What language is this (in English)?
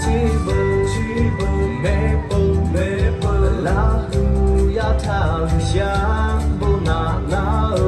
Lahu